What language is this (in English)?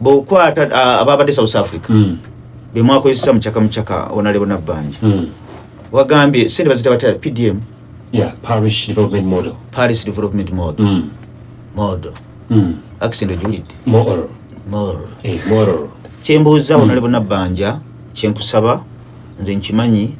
Ganda